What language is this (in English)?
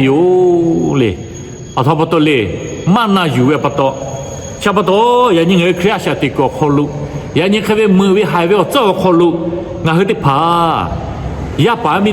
Lahu